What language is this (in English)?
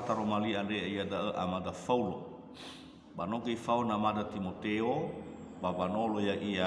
Nias